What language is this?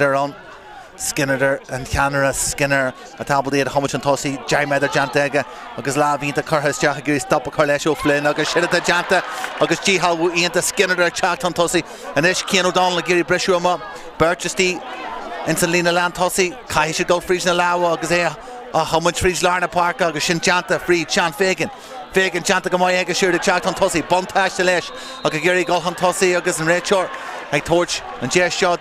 Irish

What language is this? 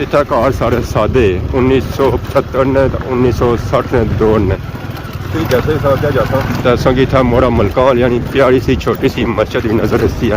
Pahari-Potwari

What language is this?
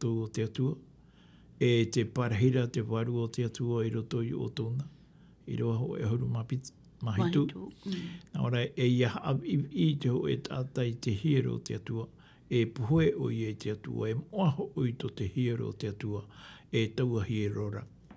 Tahitian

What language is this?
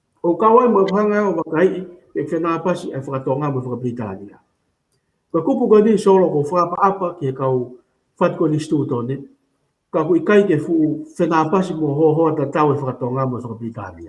Tongan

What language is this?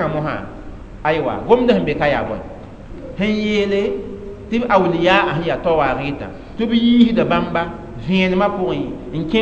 Mossi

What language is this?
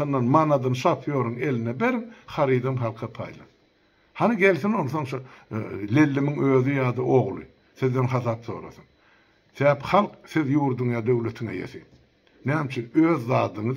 Turkmen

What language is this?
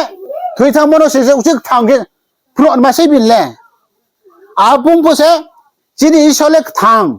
Riang (India)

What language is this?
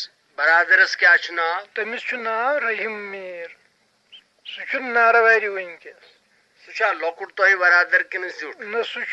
Kashmiri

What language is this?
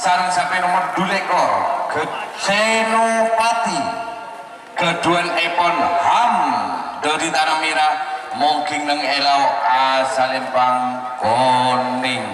Madurese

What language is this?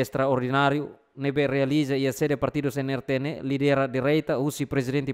Tetum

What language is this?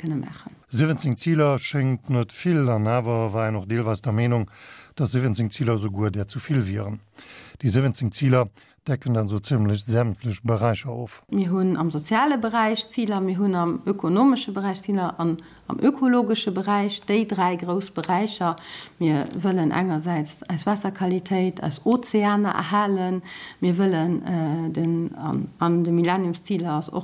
Luxembourgish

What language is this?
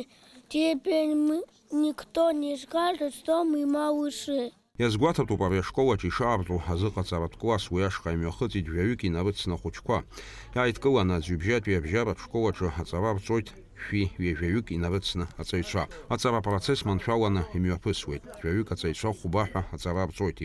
Abkhazian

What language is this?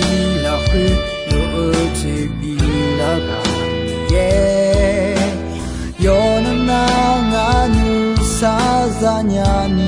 Akha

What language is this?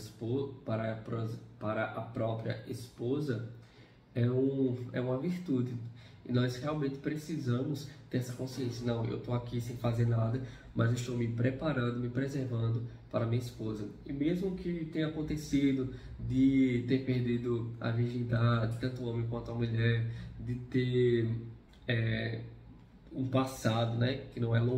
Portuguese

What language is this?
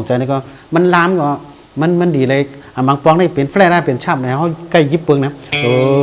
Shan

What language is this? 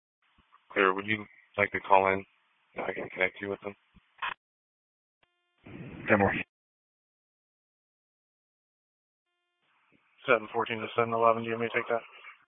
English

